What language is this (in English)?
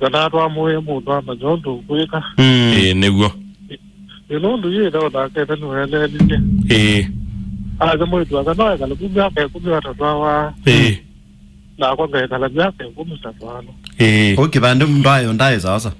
Kamba